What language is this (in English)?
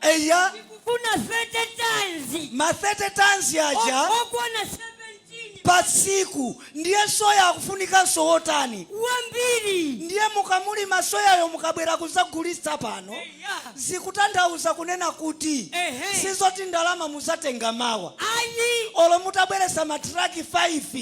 Nyanja